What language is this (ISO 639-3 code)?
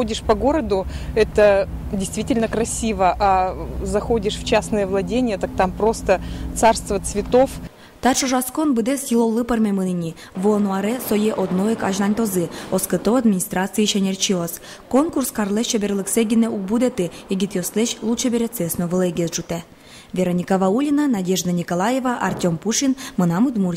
udm